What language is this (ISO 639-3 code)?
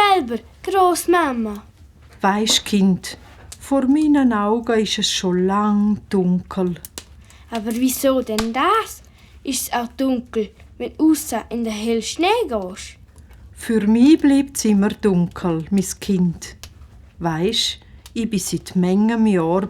gsw